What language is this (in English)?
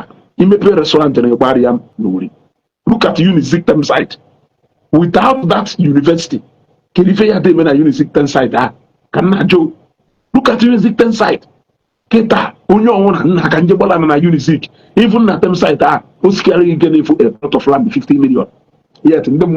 Igbo